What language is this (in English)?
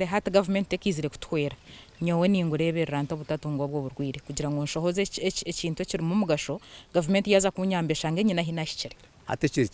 Nyankole